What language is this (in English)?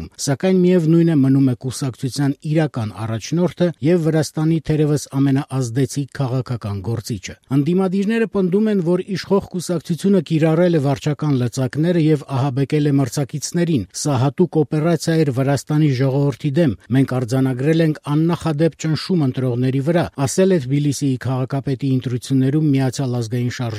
Armenian